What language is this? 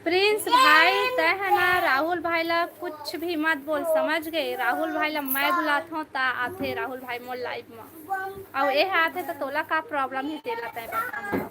Chhattisgarhi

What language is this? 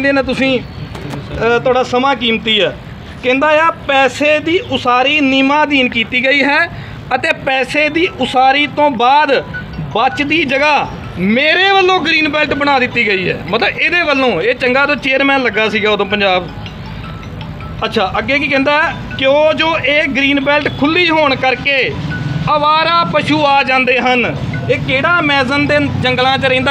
Punjabi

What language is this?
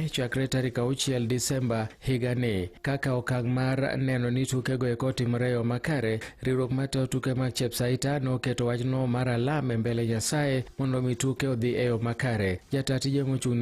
Luo (Kenya and Tanzania)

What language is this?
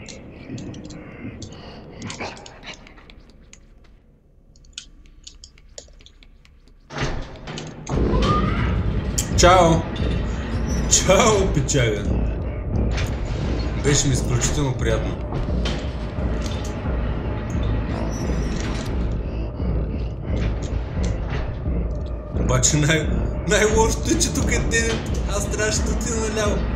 Bulgarian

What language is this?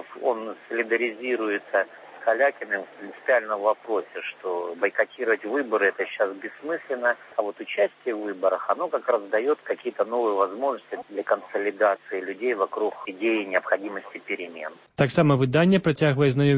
Belarusian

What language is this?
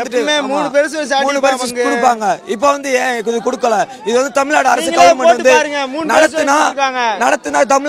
Tamil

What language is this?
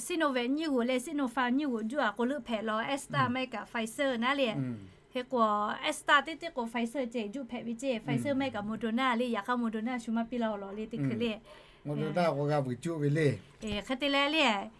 Lahu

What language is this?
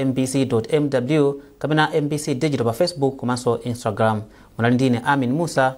Nyanja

